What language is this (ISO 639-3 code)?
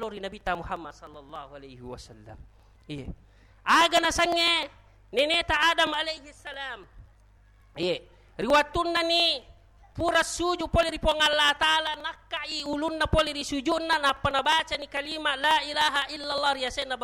bug